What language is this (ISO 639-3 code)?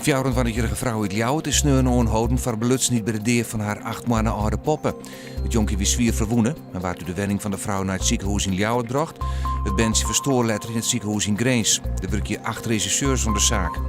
fry